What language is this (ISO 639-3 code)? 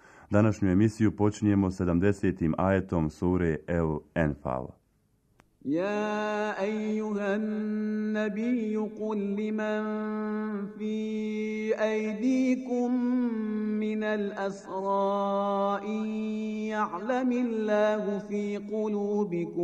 bos